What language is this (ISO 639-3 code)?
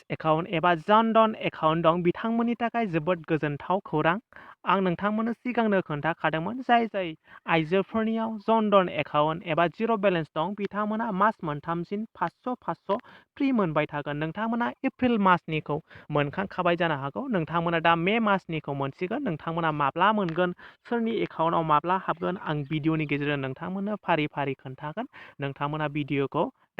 brx